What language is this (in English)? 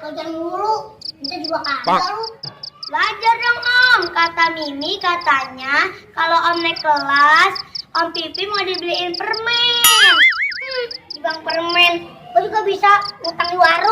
Betawi